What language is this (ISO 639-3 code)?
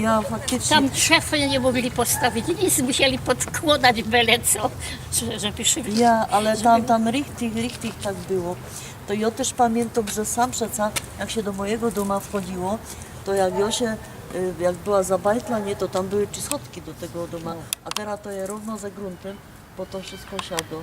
szl